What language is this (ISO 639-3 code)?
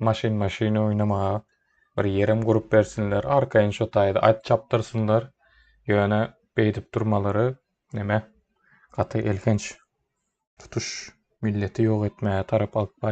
tuk